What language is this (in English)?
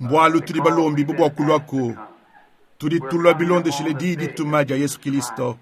Luba-Lulua